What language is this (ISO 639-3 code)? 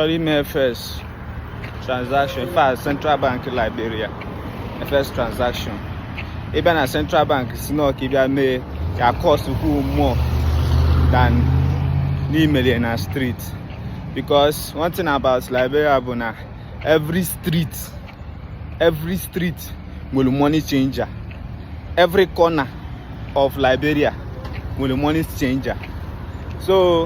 ibo